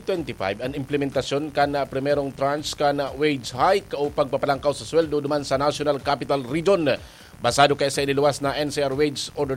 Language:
Bikol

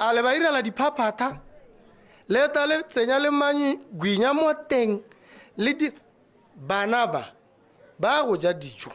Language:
Tswana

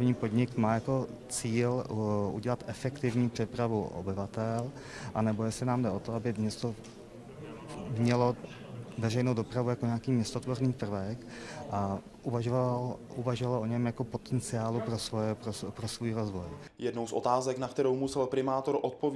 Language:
Czech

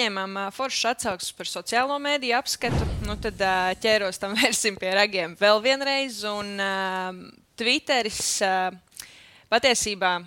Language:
Latvian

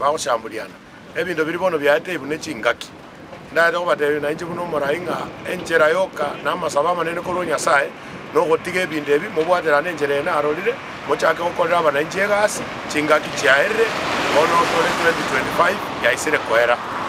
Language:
Gusii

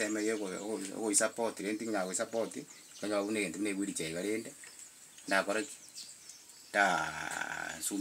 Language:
Gusii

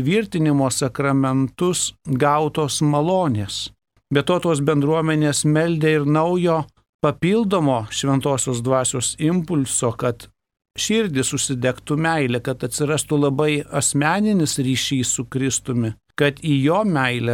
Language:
Lithuanian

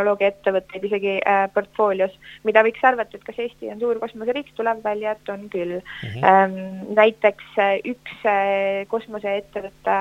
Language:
Estonian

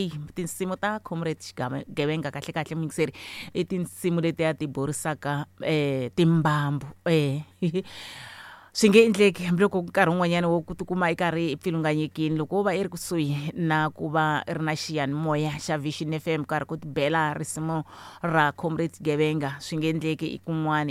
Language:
Tsonga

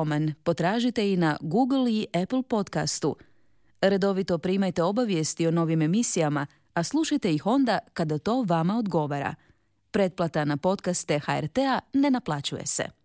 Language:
Croatian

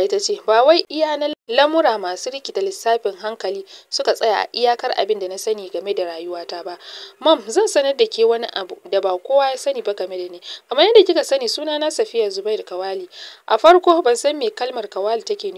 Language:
Hausa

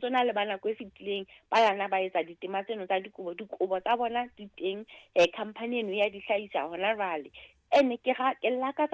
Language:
Southern Sotho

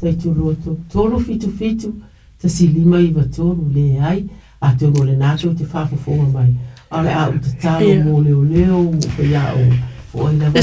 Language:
Samoan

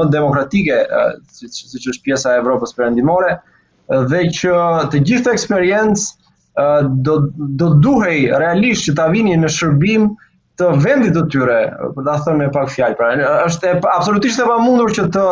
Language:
Albanian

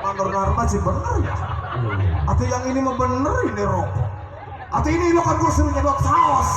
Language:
Betawi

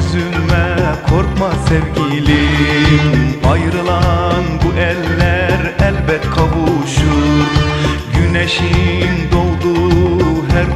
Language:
Turkish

